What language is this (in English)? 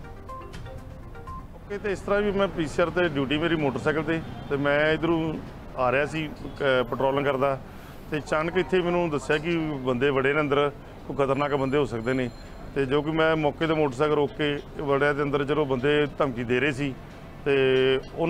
Punjabi